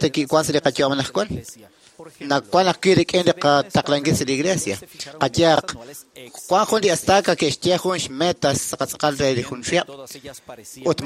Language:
Kekchí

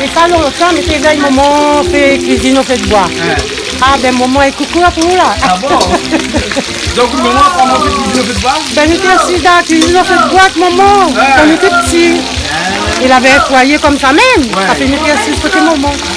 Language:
Réunion Creole French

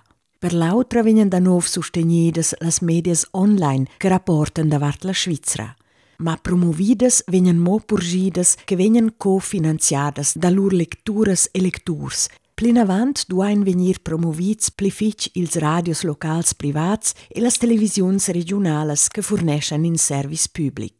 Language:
Romansh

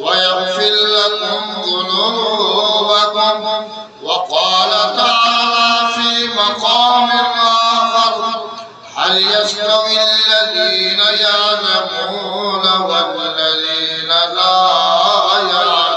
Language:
Eastern Balochi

